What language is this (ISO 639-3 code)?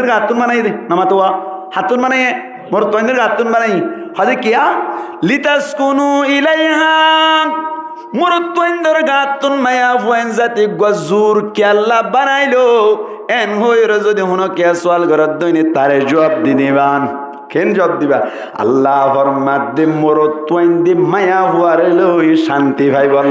rhg